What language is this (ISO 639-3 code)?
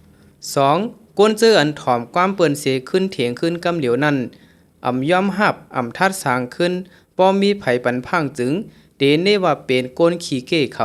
shn